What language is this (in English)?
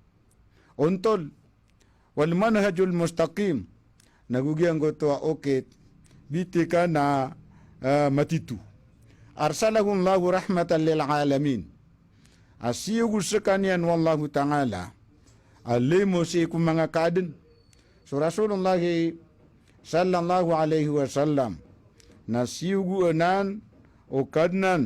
Maranao